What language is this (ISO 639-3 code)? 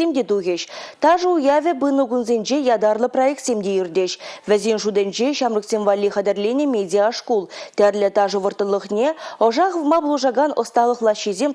chv